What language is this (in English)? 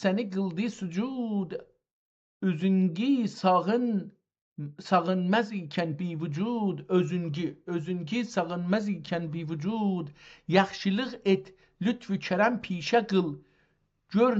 South Azerbaijani